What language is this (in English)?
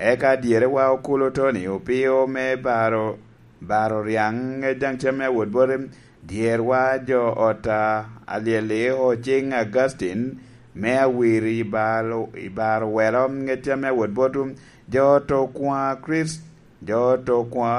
Lango (Uganda)